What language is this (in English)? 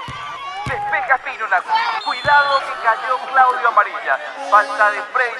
Guarani